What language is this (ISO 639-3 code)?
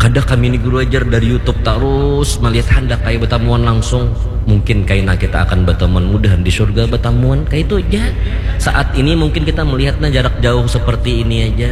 bjn